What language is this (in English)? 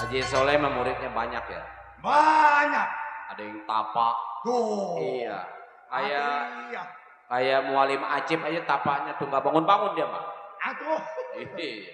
Betawi